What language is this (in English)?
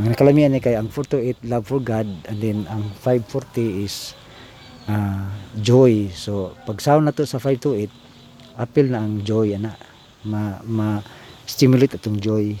Cebuano